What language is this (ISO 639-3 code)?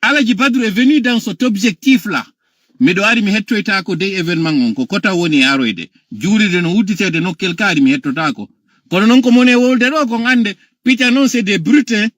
ful